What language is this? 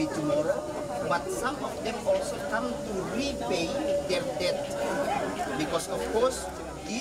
Toraja-Sa'dan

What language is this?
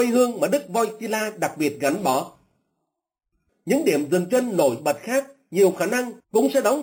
Vietnamese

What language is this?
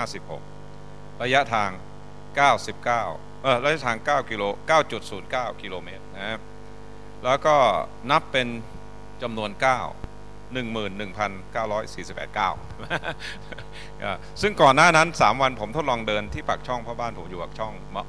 Thai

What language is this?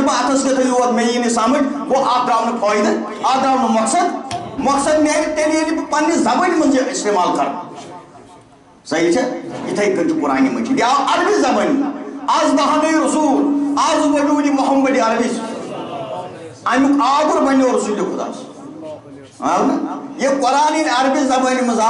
Kashmiri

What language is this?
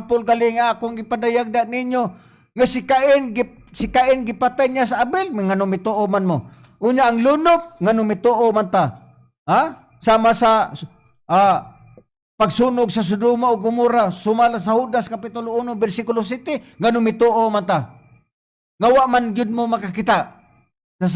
Cebuano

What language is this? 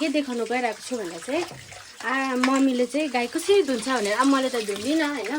Nepali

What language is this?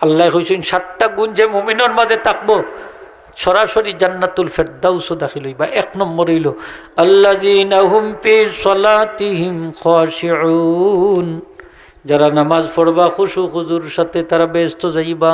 Sylheti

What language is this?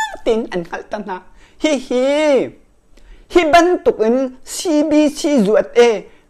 Hakha Chin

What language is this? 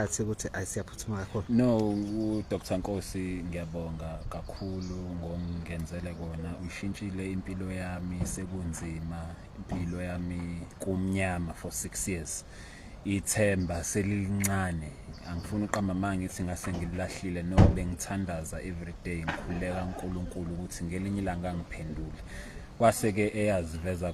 Zulu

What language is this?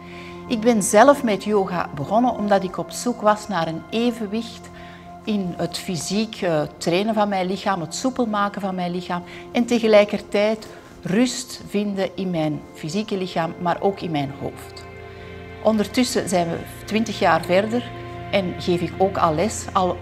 Dutch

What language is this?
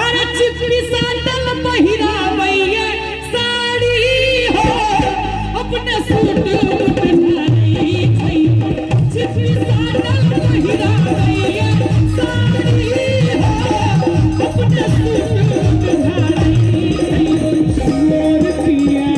Maithili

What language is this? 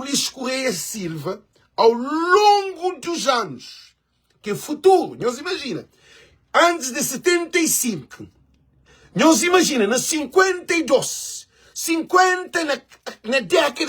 Kabuverdianu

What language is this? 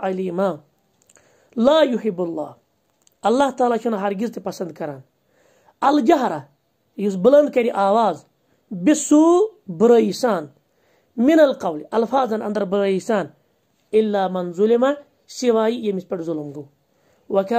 Kashmiri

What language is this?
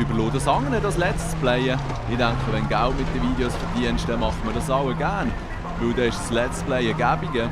Swiss German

